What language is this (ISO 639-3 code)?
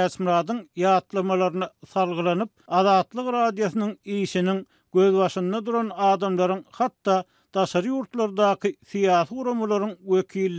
tuk